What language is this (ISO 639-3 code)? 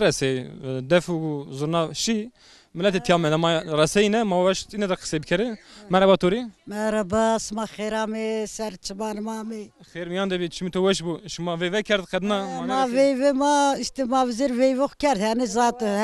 zza